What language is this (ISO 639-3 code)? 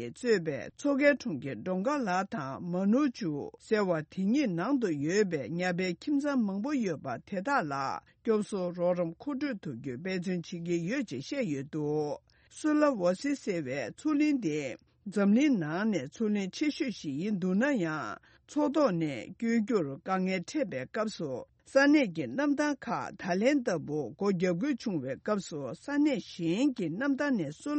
bod